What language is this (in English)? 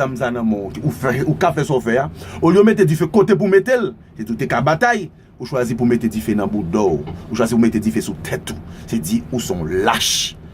Haitian Creole